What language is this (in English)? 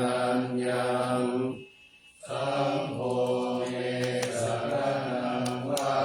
Pali